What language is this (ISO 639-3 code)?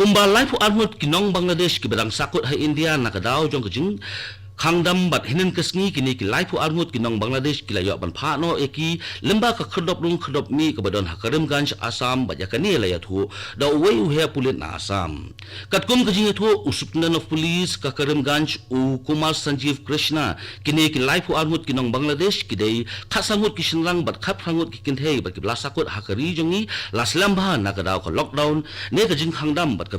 kha